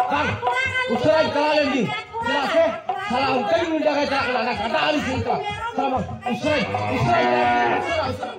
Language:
Santali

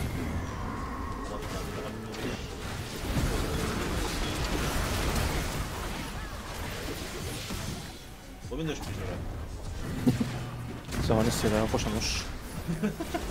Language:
Greek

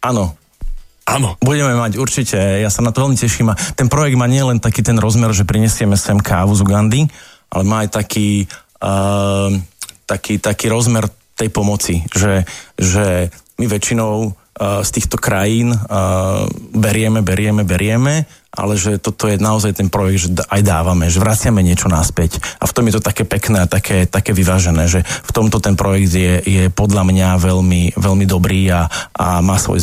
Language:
Slovak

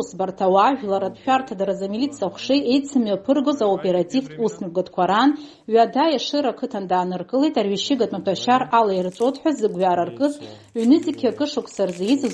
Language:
Abkhazian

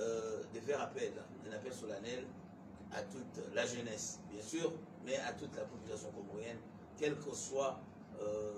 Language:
French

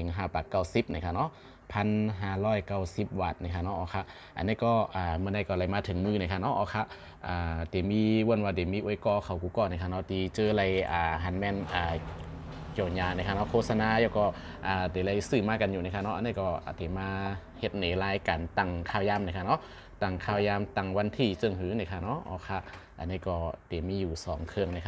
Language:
Shan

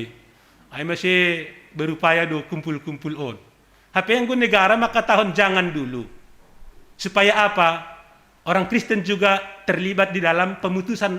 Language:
Batak Simalungun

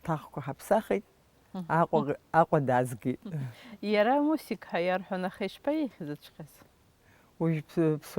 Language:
Abkhazian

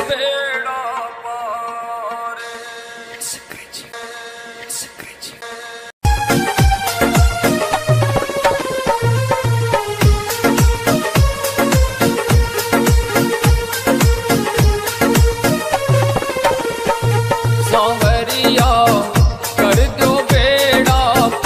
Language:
Haryanvi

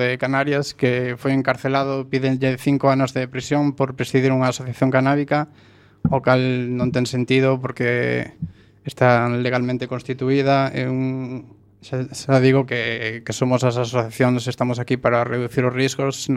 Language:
Galician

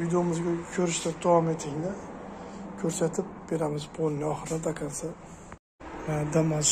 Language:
Uzbek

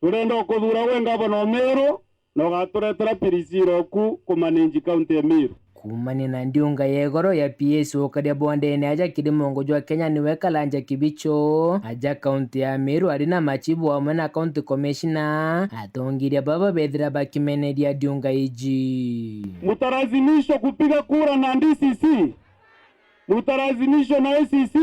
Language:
Meru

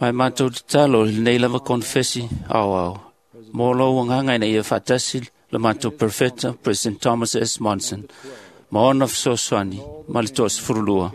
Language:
Samoan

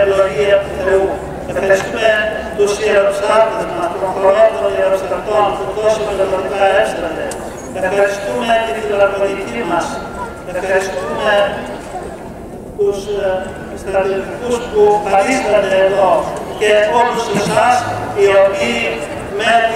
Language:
Greek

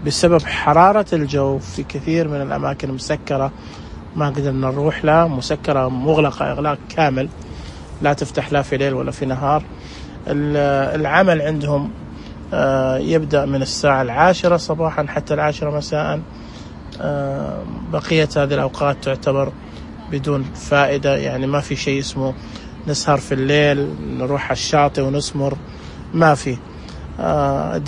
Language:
Najdi Arabic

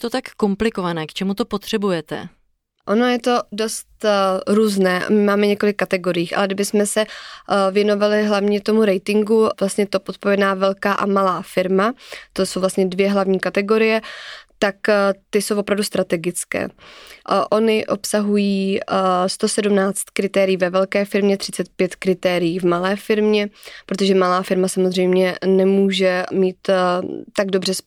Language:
Czech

